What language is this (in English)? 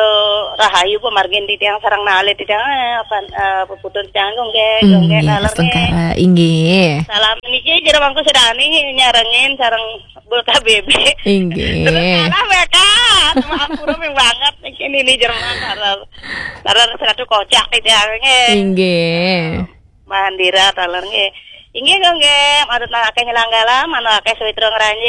Balinese